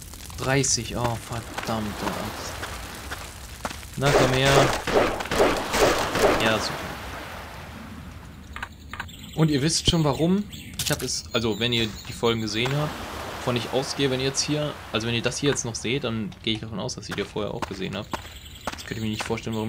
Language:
German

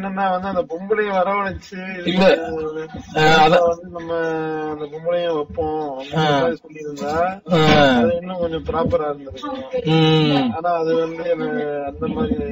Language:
Tamil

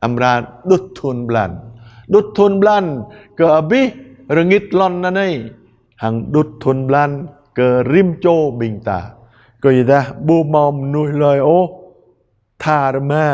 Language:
Jarai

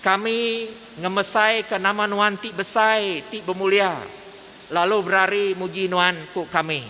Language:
Iban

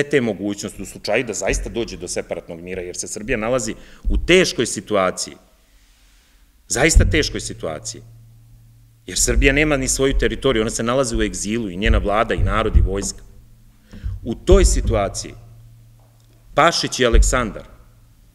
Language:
Serbian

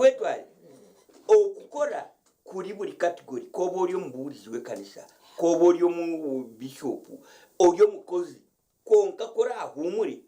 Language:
Nyankole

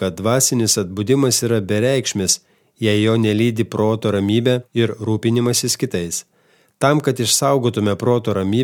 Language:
Lithuanian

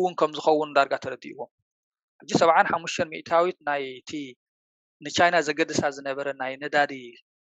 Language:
Tigrinya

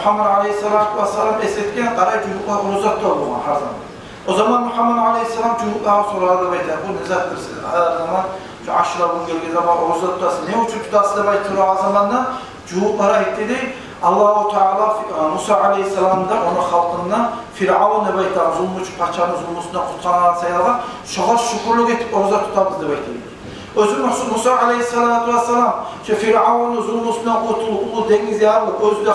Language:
Kumyk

